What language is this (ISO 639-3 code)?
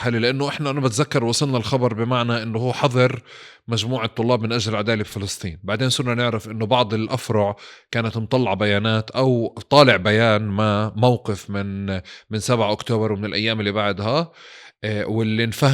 apc